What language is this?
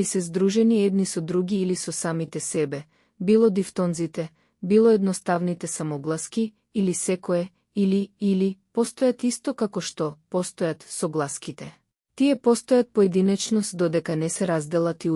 Macedonian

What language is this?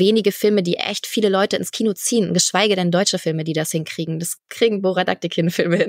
German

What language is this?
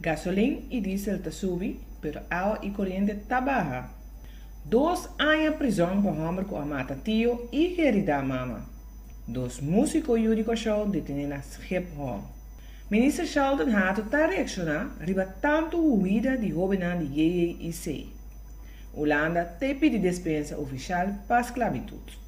Papiamento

